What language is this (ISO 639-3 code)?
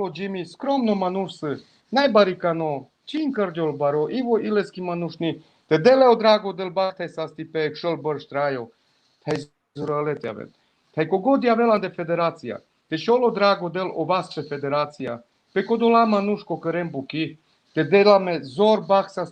rmn